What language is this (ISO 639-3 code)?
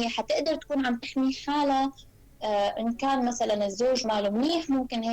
apc